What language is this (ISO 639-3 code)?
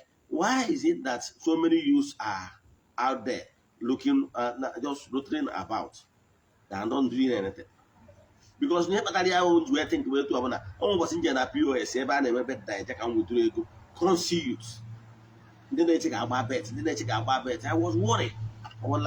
ibo